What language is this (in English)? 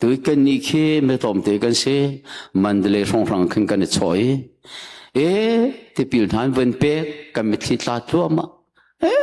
Hakha Chin